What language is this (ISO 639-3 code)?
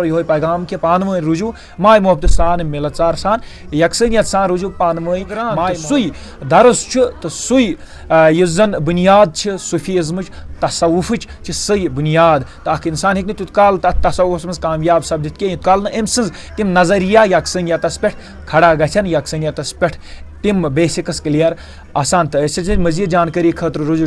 kas